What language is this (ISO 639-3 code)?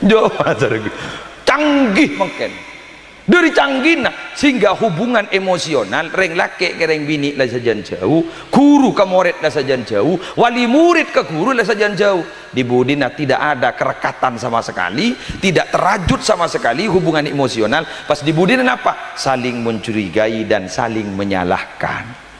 mad